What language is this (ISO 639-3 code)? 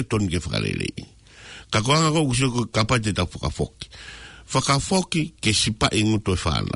ton